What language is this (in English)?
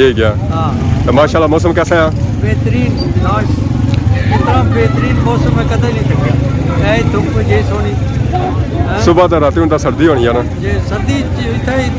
Pahari-Potwari